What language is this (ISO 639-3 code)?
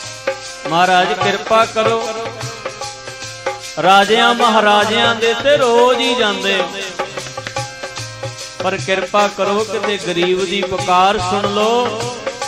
pan